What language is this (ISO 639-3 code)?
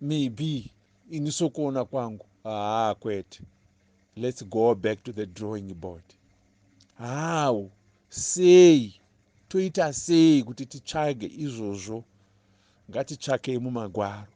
sna